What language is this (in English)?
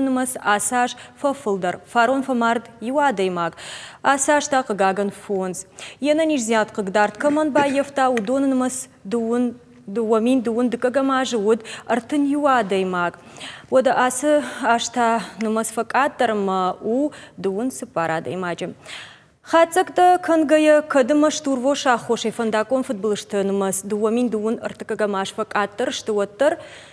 Ossetic